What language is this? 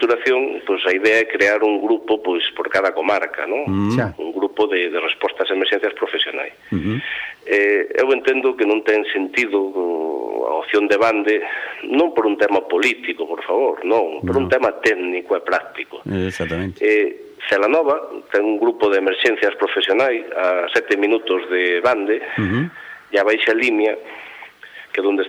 Galician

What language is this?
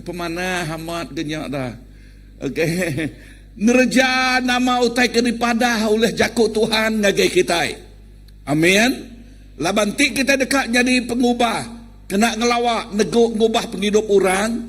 Iban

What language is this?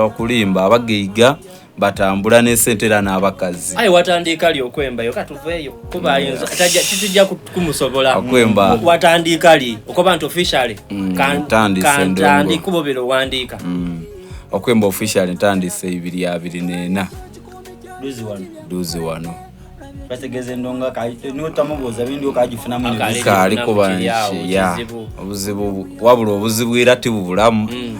Soga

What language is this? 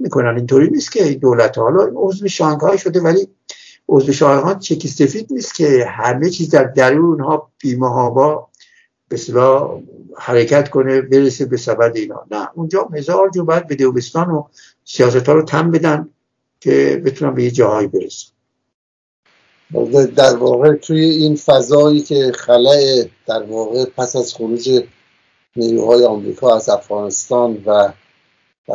Persian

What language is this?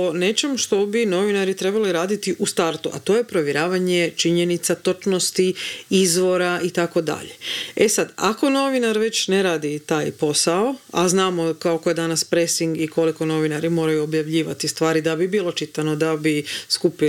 Croatian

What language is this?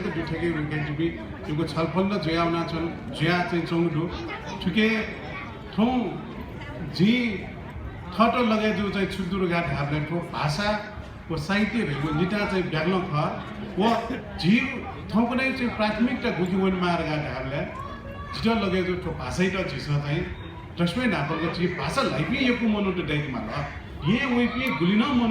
Newari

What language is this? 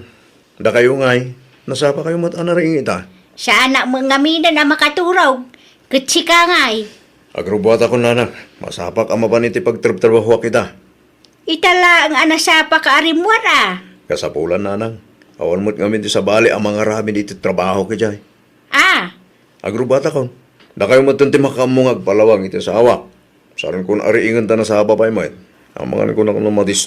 Iloko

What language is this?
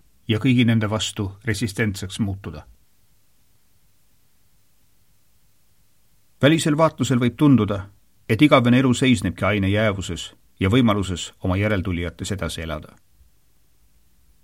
Estonian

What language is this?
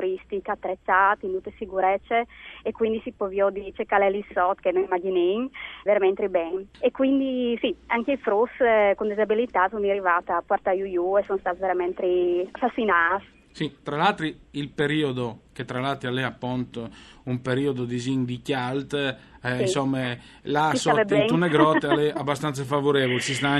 Friulian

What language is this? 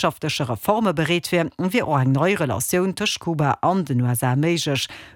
Luxembourgish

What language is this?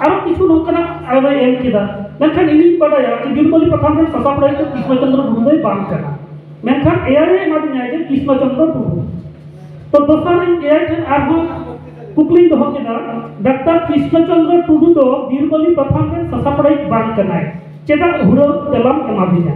Santali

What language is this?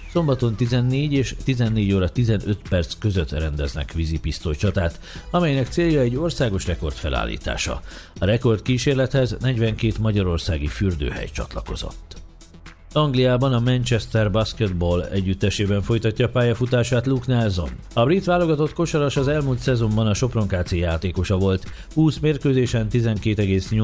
Hungarian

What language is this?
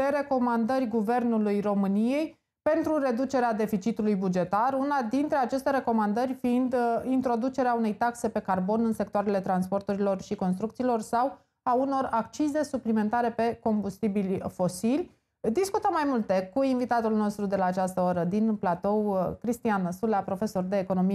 Romanian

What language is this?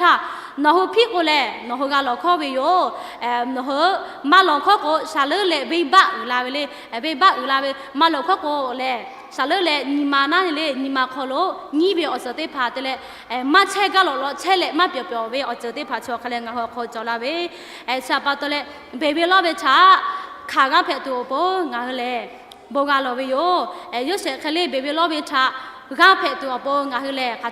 Lahu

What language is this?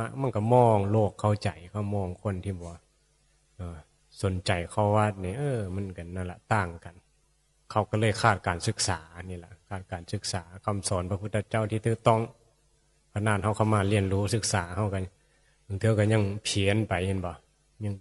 Northeastern Thai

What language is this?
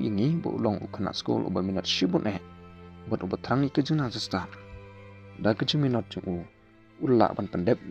Khasi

